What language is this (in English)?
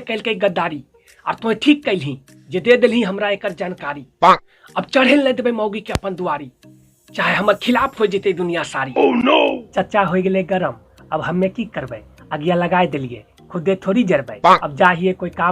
Magahi